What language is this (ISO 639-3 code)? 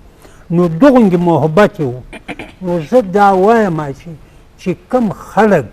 bgp